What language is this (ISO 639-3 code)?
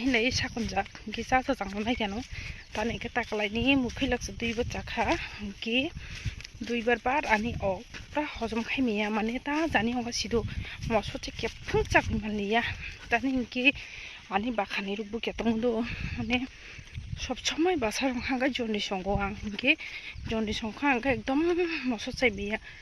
trp